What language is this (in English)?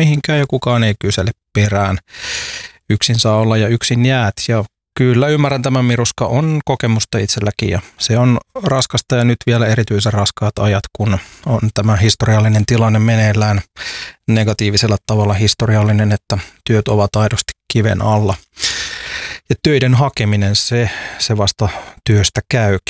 Finnish